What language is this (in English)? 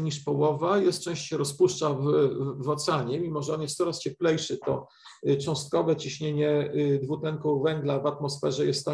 Polish